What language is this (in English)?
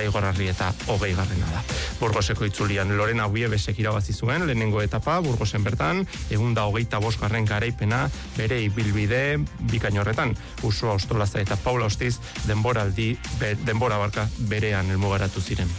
Basque